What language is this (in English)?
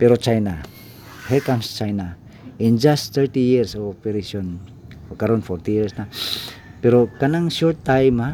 Cebuano